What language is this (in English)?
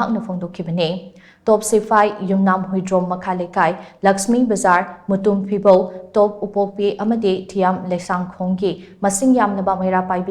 Manipuri